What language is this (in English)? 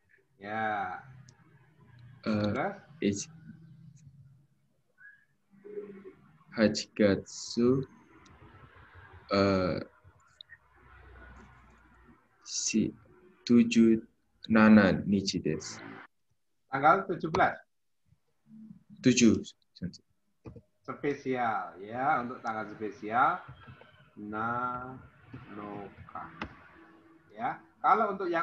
Indonesian